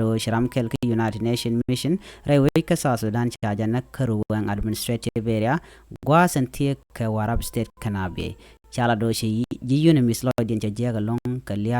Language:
Nuer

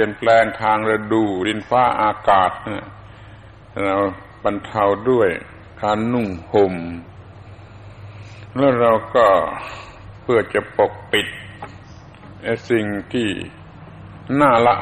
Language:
Thai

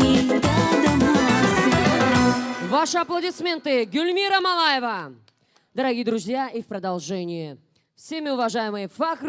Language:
Tabassaran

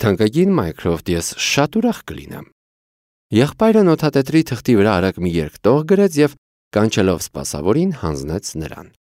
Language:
Armenian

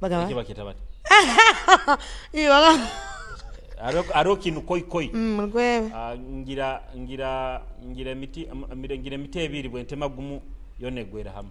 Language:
Nyoro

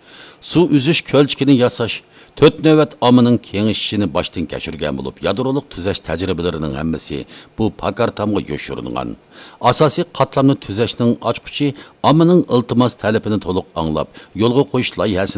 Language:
Uyghur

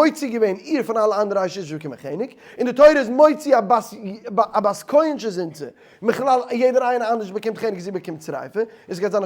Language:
Yiddish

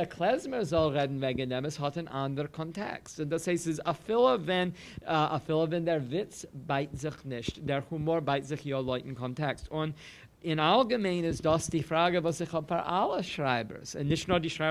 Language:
Yiddish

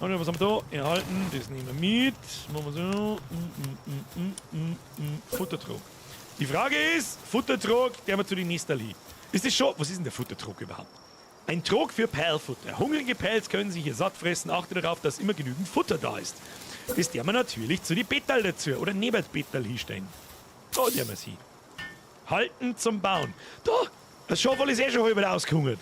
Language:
Bavarian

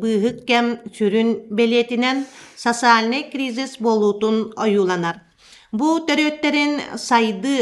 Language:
Yakut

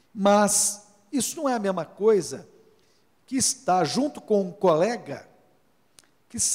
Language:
Portuguese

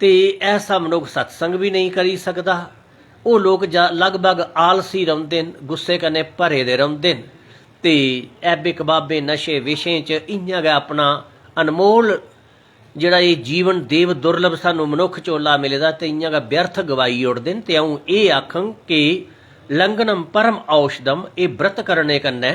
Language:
Dogri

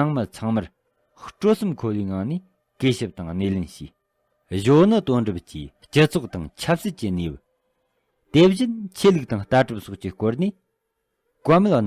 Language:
Tibetan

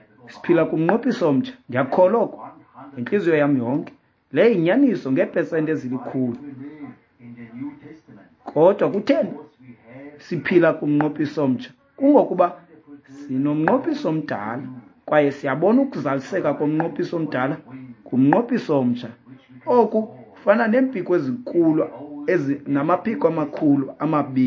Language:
Xhosa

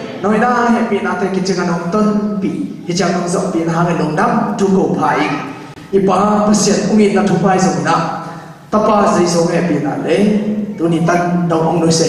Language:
Tedim Chin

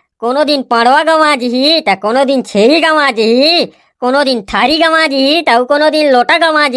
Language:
Chhattisgarhi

